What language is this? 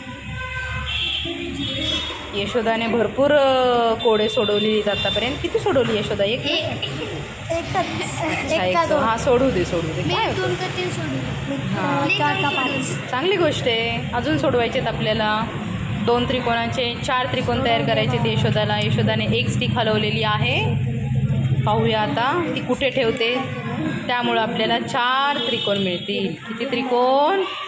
Marathi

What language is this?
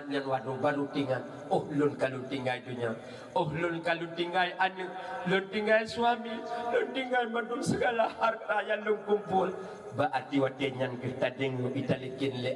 Achinese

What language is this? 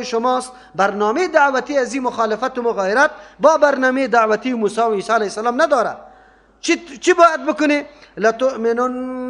Persian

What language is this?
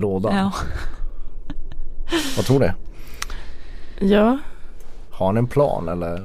Swedish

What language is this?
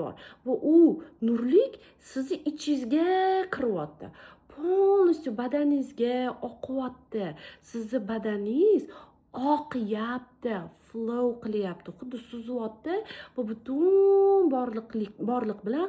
Uzbek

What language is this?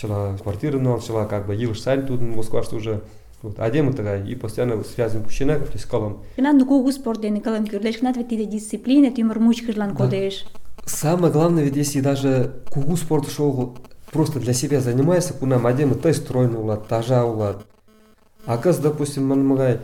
Mari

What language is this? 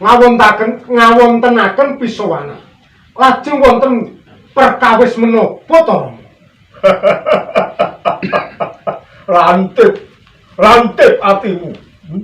Javanese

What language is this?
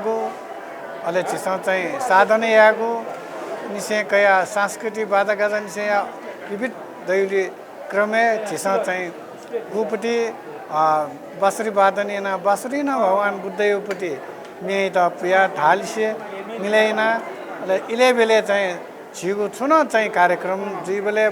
Newari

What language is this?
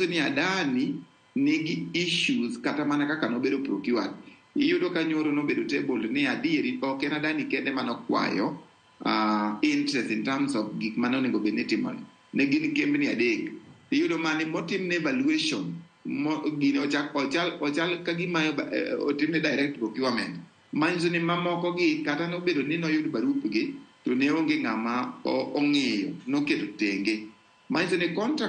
Luo (Kenya and Tanzania)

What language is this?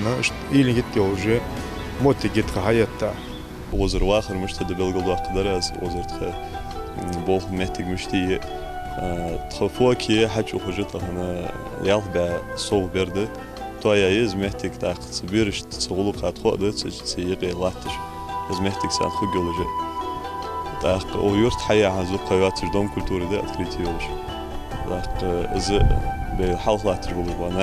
Ingush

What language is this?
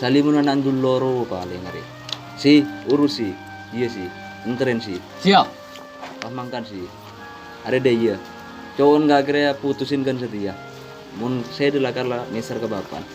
Madurese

